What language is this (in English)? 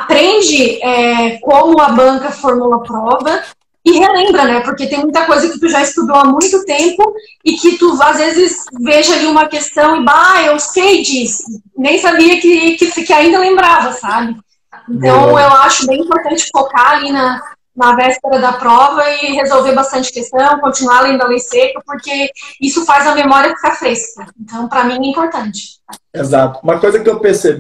Portuguese